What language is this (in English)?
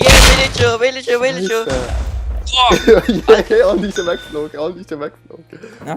Swiss German